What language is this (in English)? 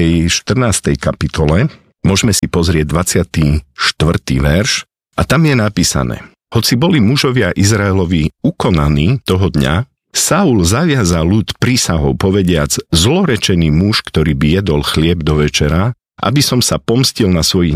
Slovak